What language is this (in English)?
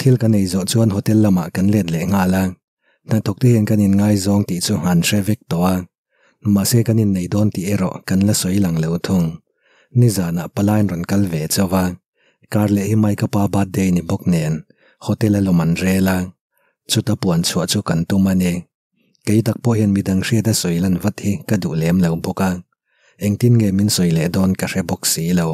Mizo